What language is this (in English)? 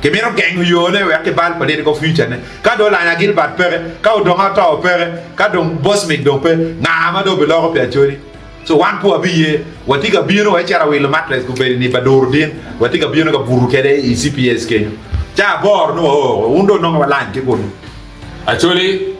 Acoli